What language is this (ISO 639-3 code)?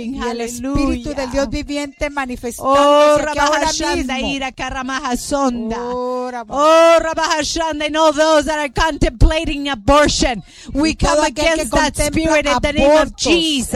spa